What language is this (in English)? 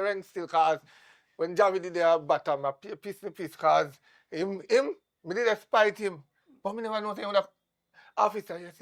Jamaican Creole English